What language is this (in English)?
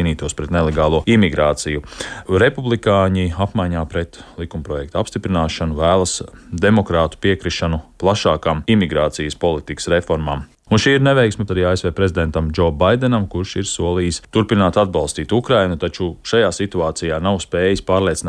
Latvian